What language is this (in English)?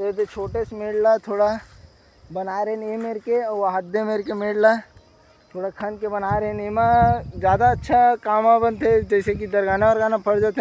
Chhattisgarhi